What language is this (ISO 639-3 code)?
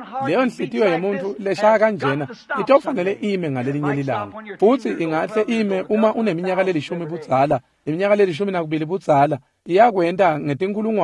ssw